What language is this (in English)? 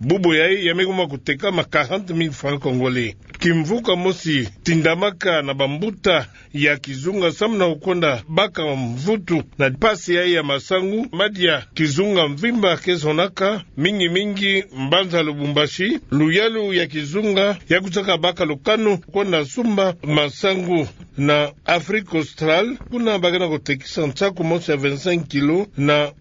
Kituba (Democratic Republic of Congo)